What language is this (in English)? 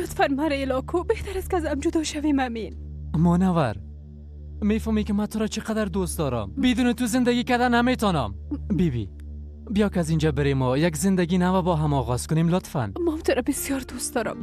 Persian